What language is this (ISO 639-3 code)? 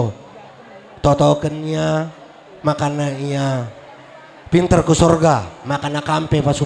btx